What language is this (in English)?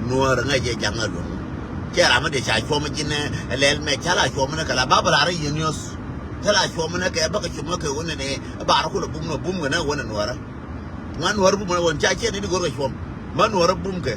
Nuer